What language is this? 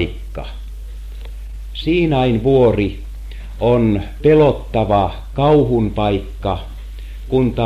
Finnish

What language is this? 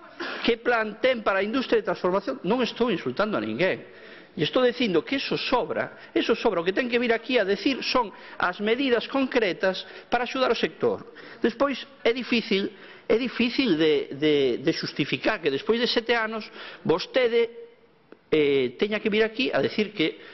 Galician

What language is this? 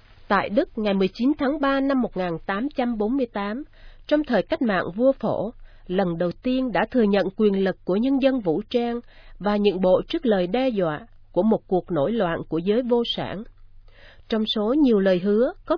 Vietnamese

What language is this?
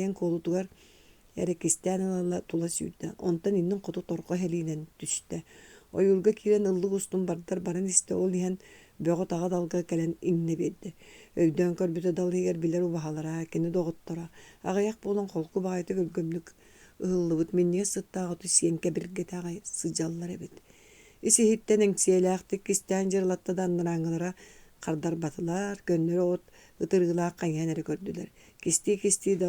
Yakut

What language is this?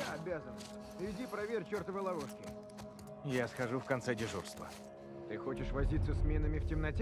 Russian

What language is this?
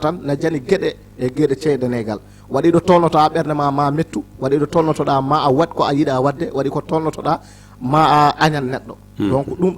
Fula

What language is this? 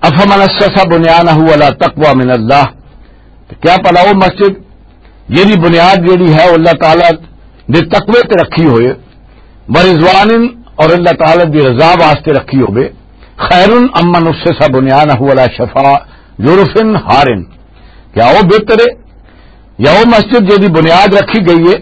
Western Panjabi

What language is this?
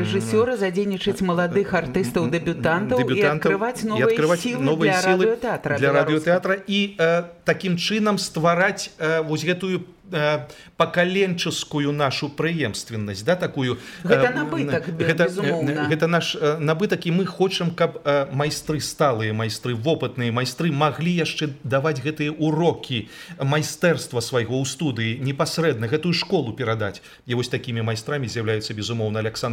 Belarusian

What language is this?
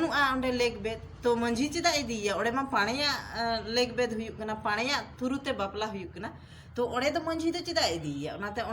Santali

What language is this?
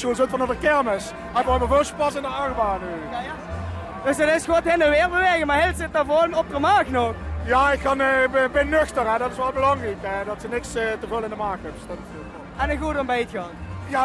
Limburgish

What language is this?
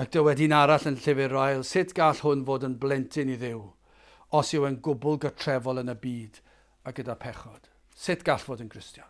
Welsh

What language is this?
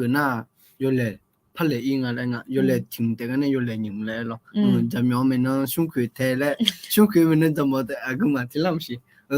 Akha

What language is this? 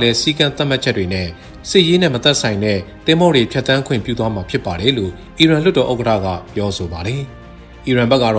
Burmese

